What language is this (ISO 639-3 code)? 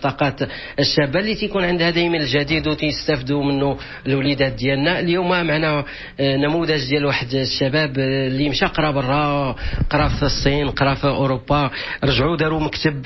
ary